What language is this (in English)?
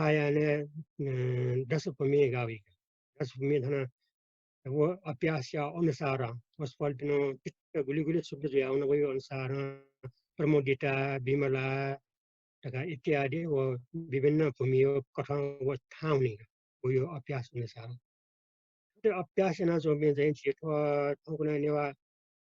Newari